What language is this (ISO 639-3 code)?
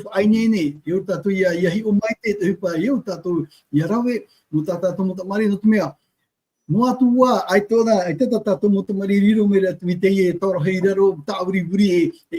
tah